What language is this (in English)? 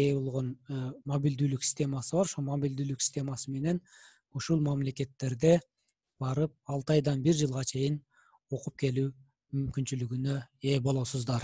Kyrgyz